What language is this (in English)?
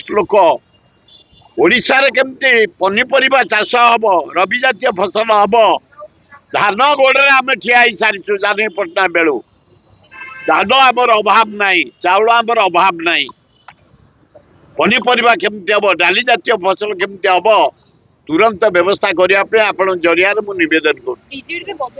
Odia